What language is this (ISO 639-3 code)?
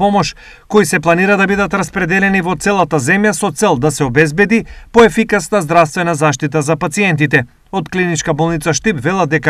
mkd